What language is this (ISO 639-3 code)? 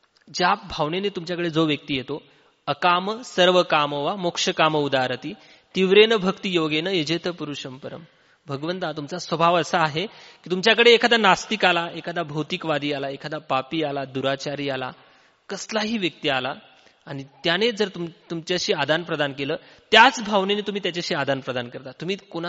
mar